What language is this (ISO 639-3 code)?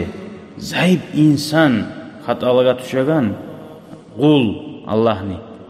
kum